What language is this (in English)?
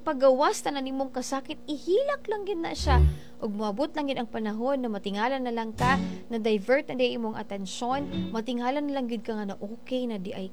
Cebuano